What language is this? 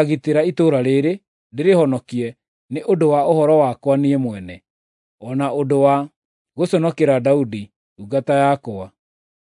Kikuyu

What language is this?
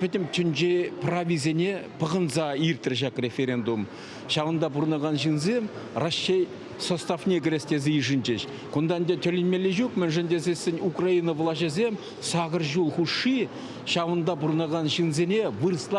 Chuvash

